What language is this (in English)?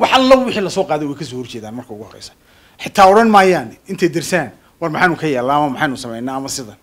Somali